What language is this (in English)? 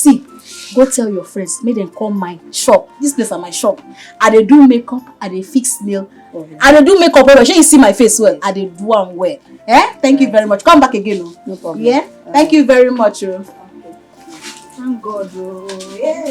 Nigerian Pidgin